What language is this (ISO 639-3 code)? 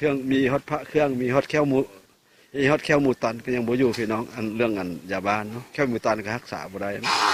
lao